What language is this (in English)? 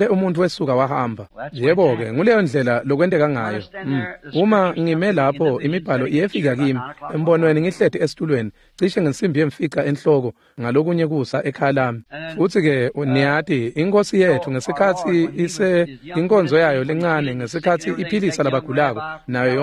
Swati